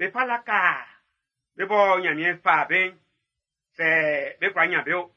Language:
Baoulé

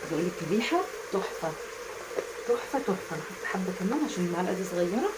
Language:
Egyptian Arabic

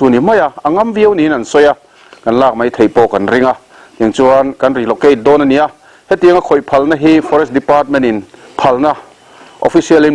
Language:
Mizo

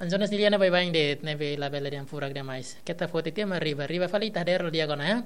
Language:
Tetum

